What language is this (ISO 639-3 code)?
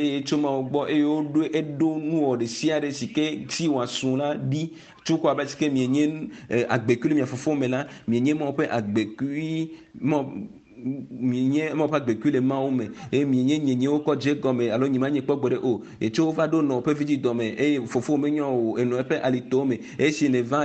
ewe